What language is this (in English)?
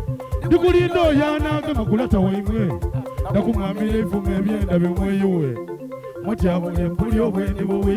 Soga